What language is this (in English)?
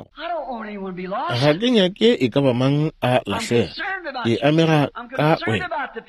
Northern Sotho